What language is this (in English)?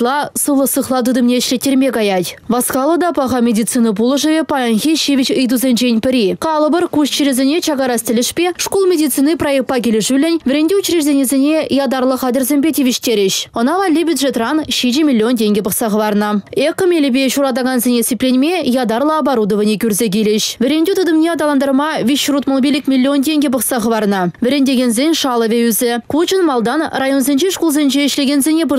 Chuvash